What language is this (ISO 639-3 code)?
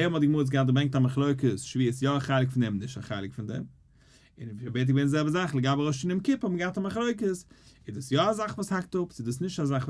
yid